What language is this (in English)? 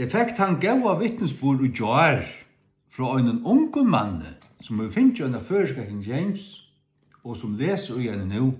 Faroese